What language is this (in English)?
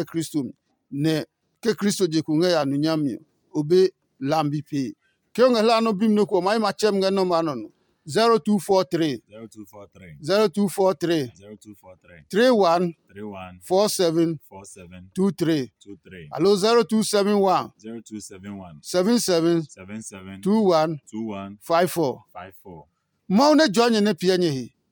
Adangme